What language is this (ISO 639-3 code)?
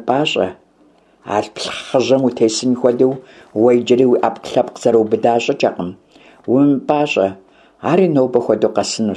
kbd